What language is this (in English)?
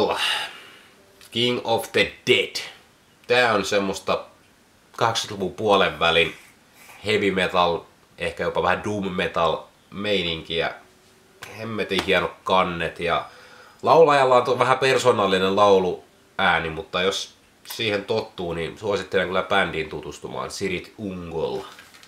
Finnish